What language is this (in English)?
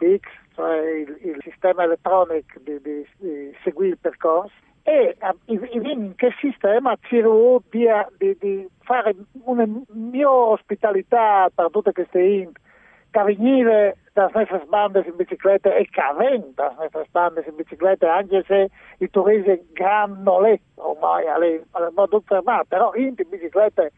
Friulian